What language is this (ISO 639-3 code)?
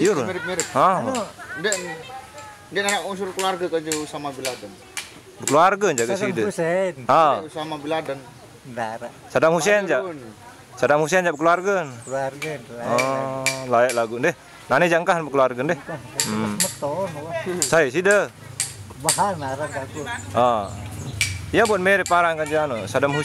sas